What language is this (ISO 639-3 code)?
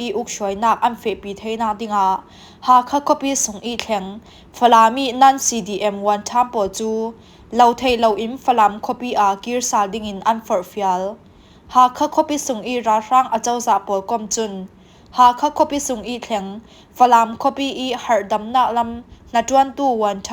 cfm